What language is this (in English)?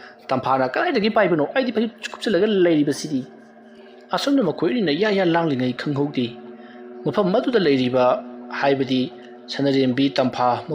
Manipuri